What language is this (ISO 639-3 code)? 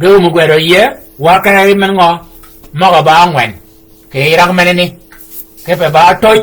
shk